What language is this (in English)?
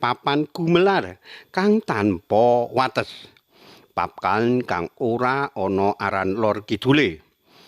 Javanese